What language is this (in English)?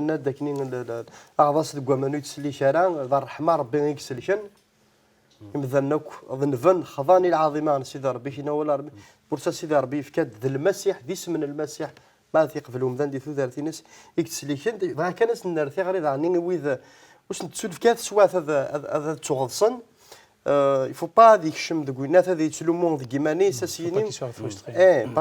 Kabyle